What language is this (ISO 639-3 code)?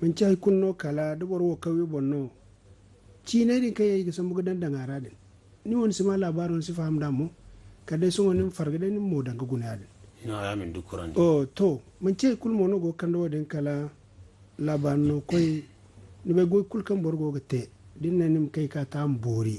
dje